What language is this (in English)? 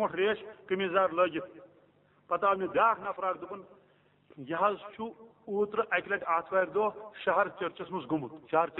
Kashmiri